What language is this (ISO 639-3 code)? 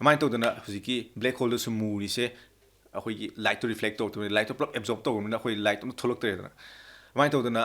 mni